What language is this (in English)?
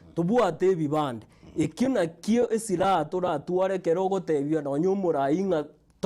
Gusii